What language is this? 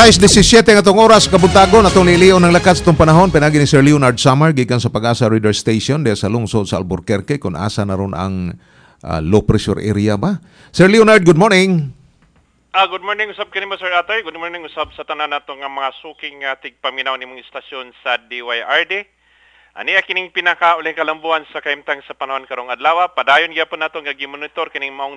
Cebuano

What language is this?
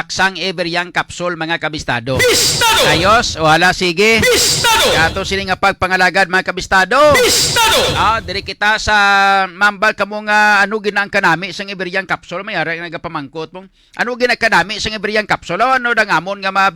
Hiligaynon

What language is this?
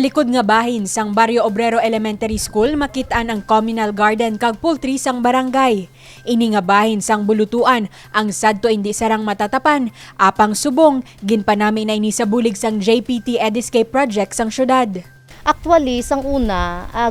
Hiligaynon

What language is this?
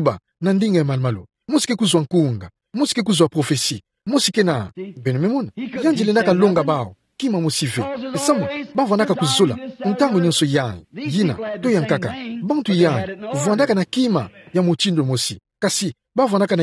Kituba (Democratic Republic of Congo)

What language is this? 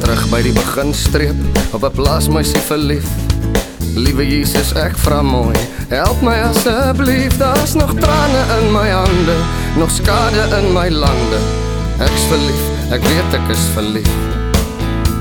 Afrikaans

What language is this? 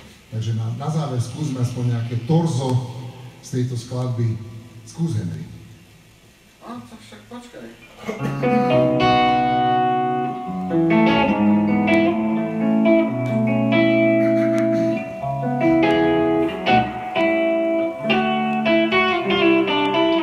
Slovak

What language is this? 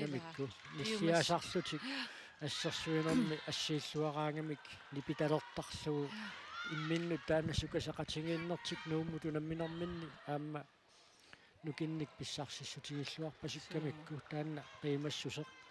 Kalaallisut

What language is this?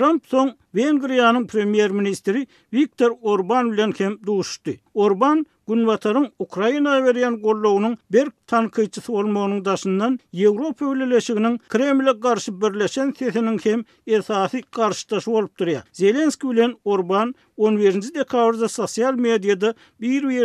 Turkmen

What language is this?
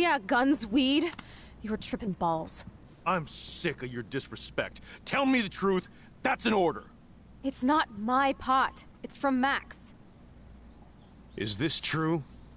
English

